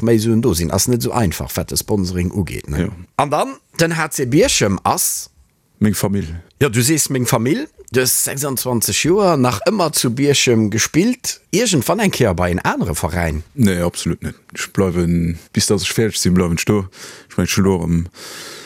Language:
Luxembourgish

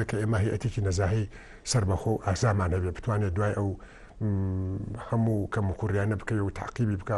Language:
Central Kurdish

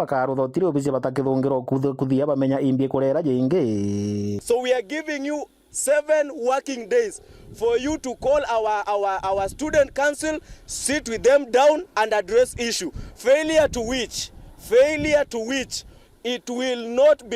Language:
Meru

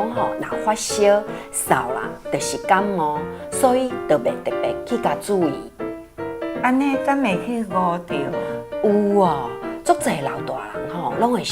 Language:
Min Nan Chinese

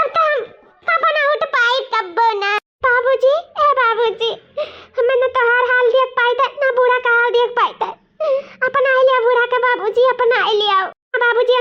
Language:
Awadhi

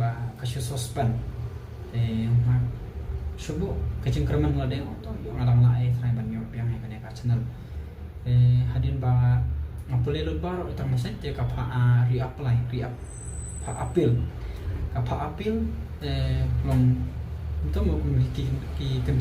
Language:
Khasi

